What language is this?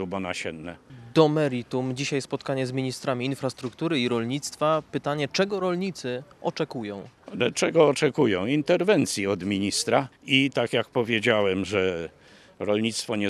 Polish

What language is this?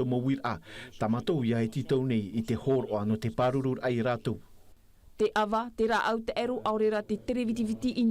Tahitian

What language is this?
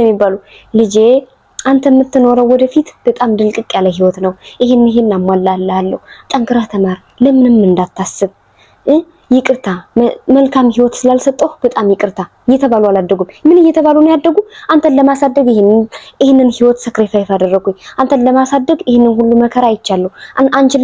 Amharic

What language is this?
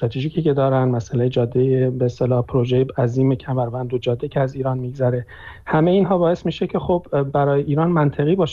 Persian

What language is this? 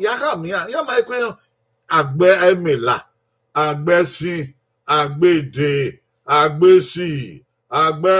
Bini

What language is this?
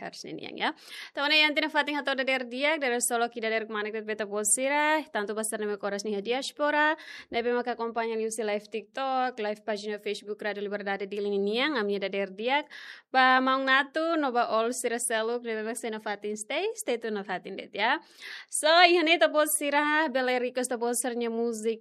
Tetum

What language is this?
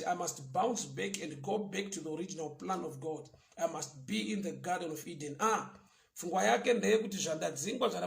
Shona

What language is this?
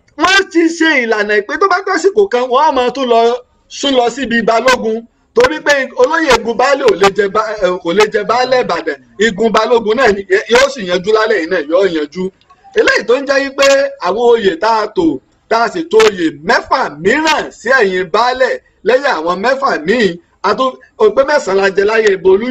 Yoruba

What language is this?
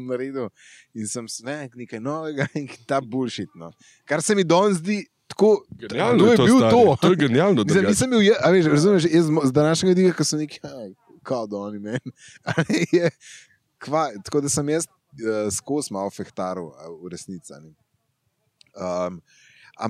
Slovenian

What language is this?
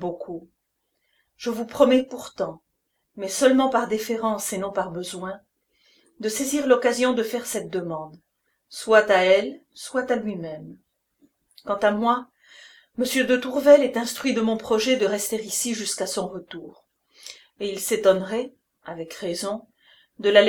French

